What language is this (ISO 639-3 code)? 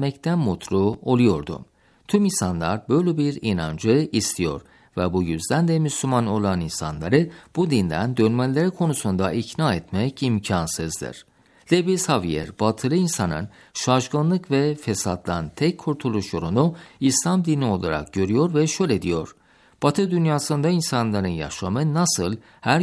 tur